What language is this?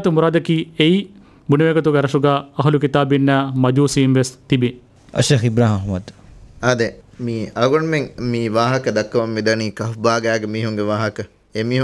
Divehi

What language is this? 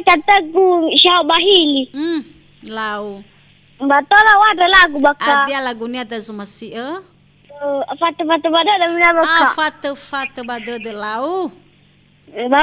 Nias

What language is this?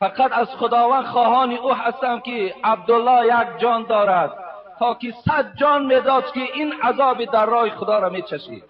Tajik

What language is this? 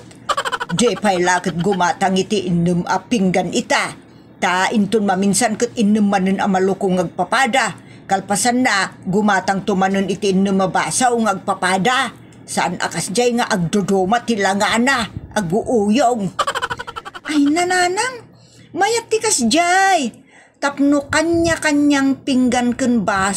Iloko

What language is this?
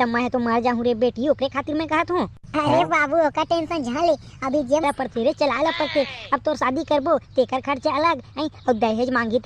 Chhattisgarhi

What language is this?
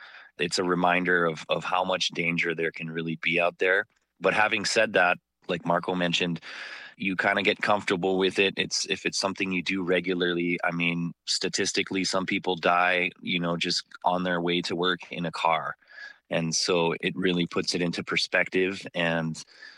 English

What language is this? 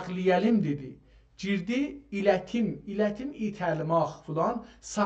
South Azerbaijani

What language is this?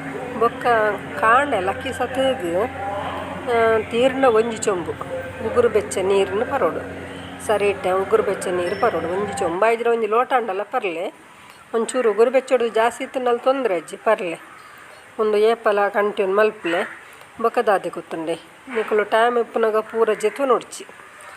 Tulu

